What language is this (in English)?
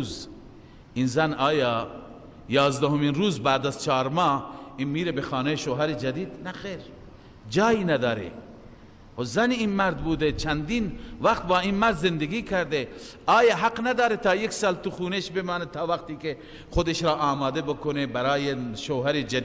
Persian